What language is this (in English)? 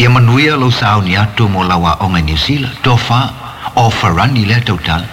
Samoan